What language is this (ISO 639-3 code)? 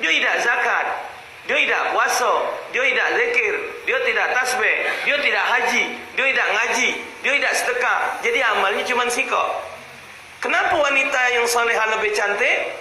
mui